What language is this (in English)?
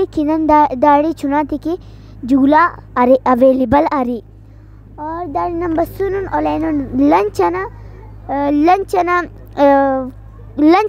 Brahui